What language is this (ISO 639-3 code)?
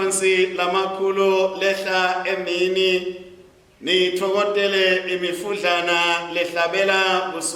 ssw